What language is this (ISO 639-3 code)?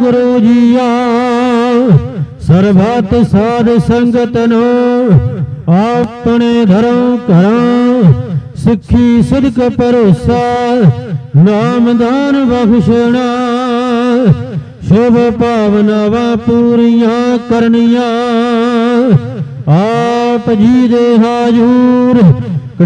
pan